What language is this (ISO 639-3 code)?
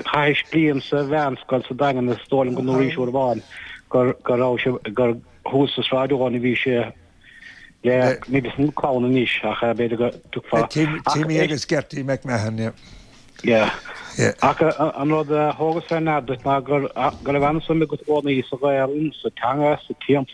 gle